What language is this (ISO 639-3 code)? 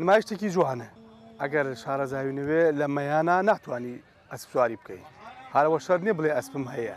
ckb